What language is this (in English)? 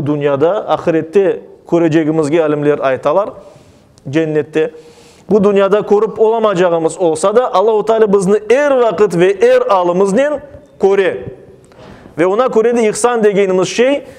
Crimean Tatar